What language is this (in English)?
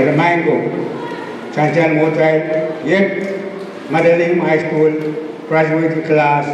Pohnpeian